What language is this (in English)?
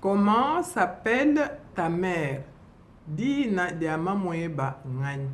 Luba-Lulua